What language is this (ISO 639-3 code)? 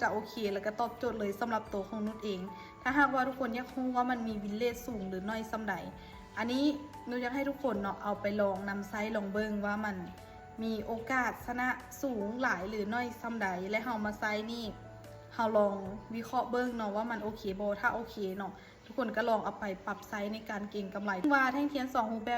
lao